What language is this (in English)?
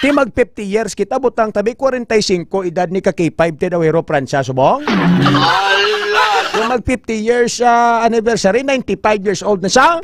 Hiligaynon